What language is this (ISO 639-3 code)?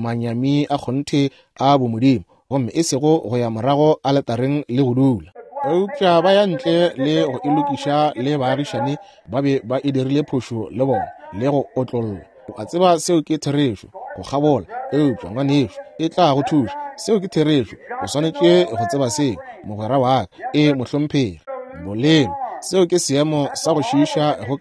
nso